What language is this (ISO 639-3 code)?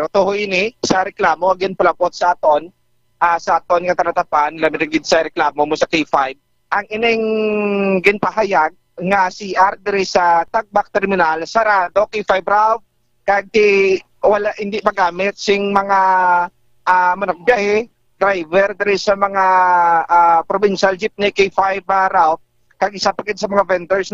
hil